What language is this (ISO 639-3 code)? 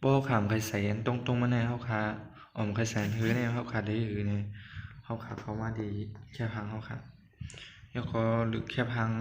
shn